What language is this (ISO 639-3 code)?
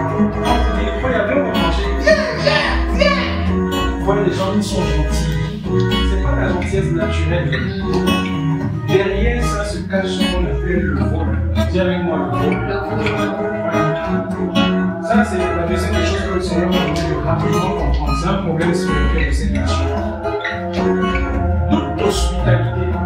fra